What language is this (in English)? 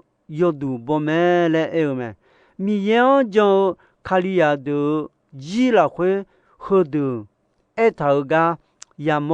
Akha